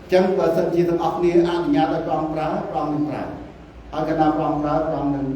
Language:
Khmer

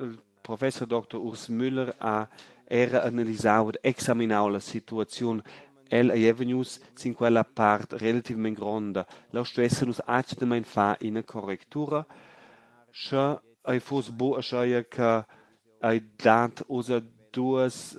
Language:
Romansh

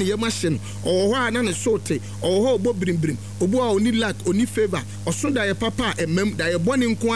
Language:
Akan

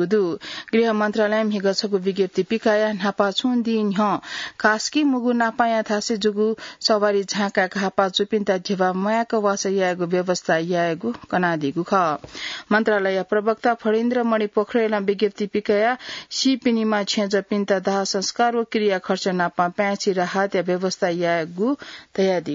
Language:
Newari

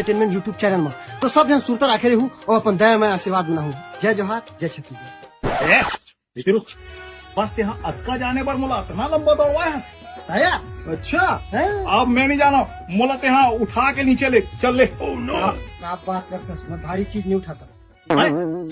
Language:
Chhattisgarhi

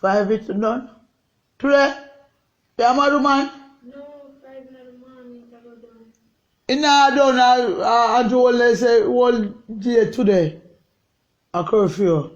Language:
Jamaican Creole English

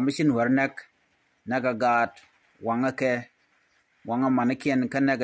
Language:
Nuer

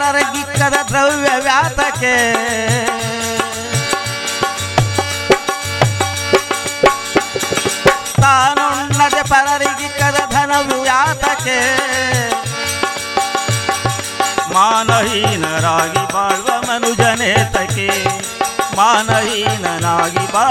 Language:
Kannada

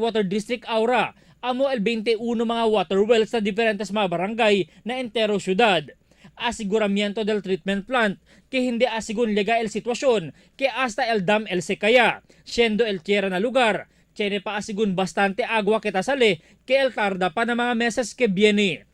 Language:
Chavacano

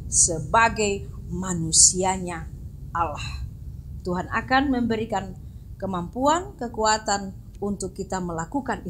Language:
Indonesian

